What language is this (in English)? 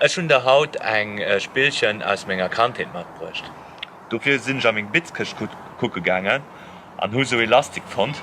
Luxembourgish